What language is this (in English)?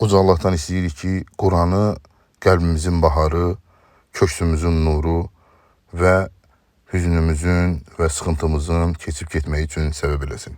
Azerbaijani